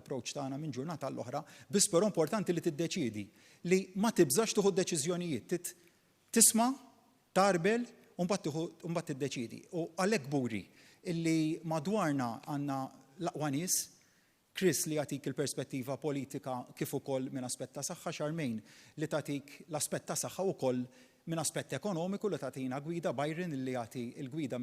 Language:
Maltese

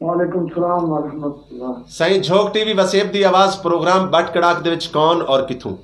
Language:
Saraiki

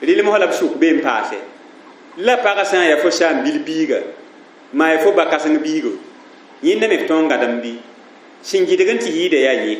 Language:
Mossi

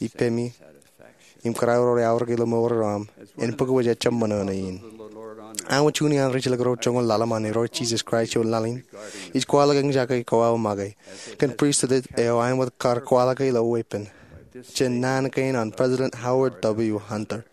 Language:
Marshallese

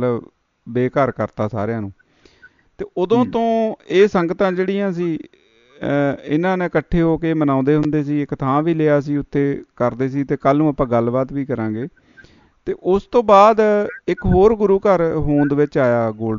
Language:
Punjabi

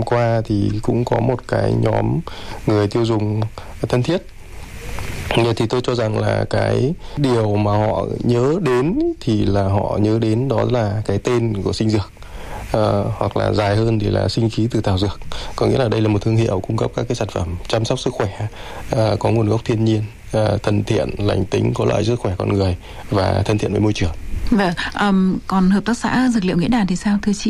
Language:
Vietnamese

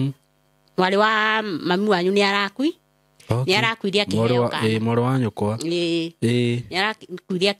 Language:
Kikuyu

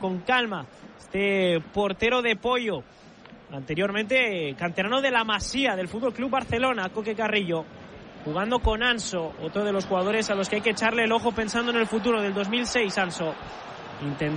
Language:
Spanish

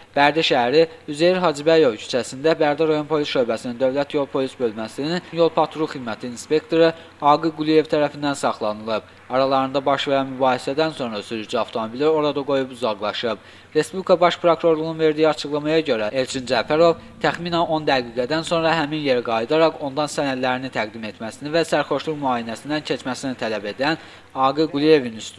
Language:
Azerbaijani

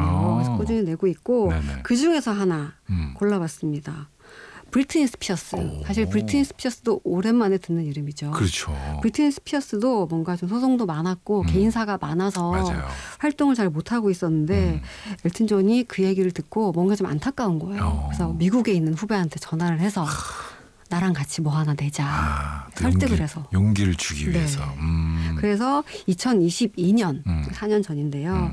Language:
Korean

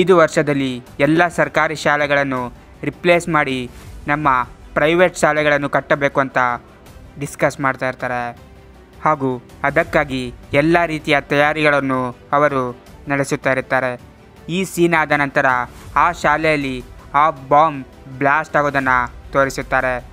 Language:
Kannada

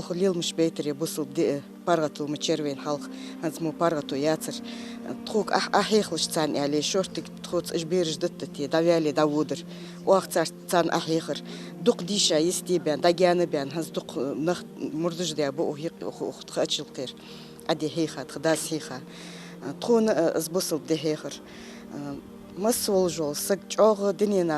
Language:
Ingush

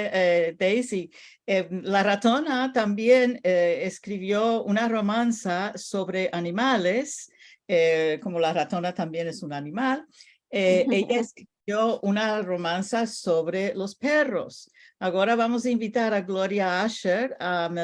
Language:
Ladino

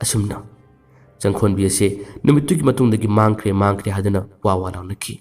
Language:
Manipuri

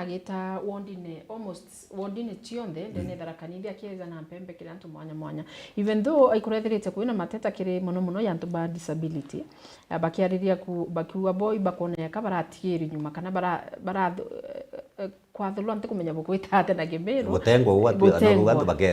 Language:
Meru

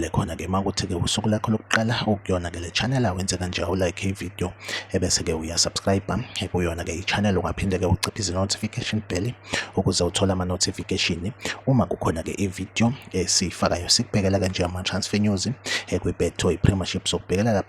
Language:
Zulu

